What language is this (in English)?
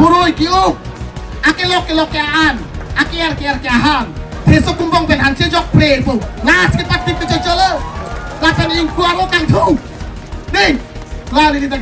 Karbi